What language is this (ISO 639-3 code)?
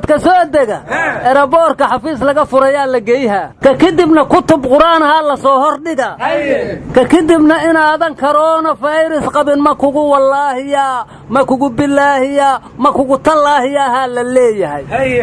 som